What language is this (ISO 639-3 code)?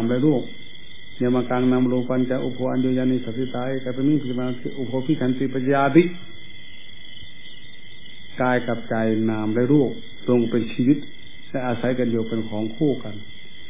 tha